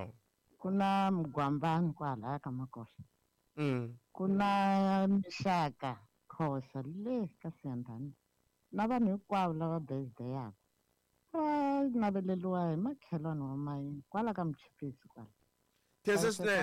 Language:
Tsonga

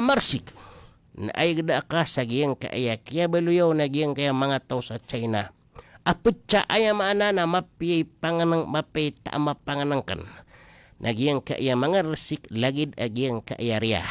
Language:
Maranao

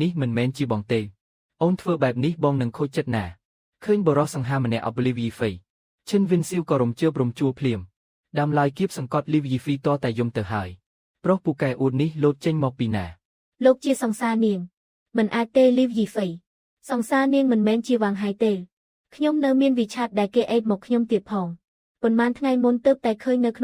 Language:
Khmer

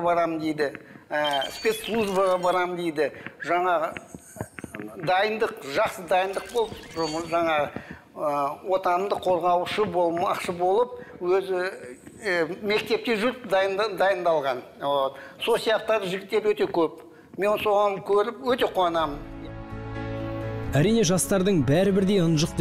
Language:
Kazakh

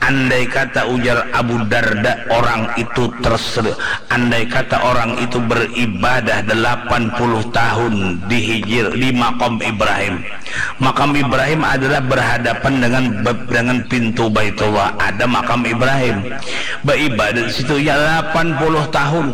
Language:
Banjar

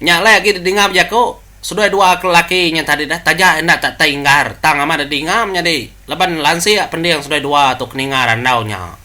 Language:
Iban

